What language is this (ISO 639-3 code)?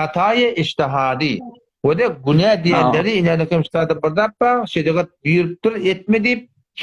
tuk